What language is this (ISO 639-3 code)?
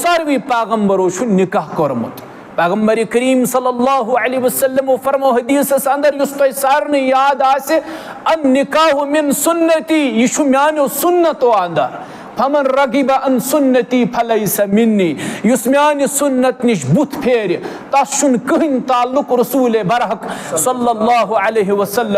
kas